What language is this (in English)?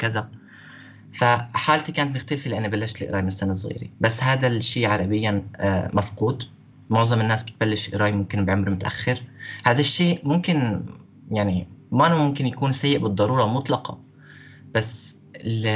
North Levantine Arabic